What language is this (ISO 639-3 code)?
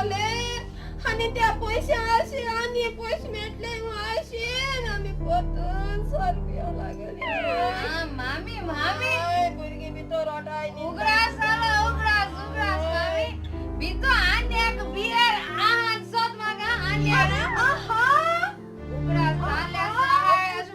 kok